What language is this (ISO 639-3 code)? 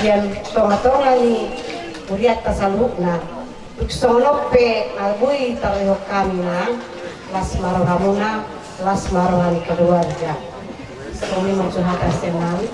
bbc